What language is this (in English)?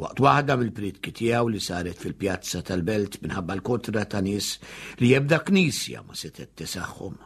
Maltese